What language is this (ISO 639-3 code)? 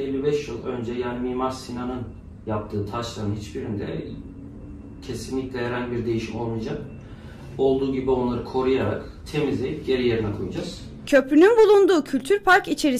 tur